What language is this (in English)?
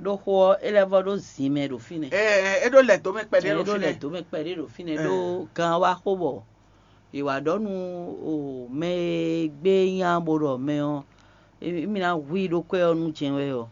Fon